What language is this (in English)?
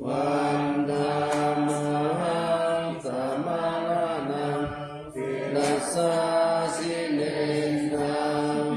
Pali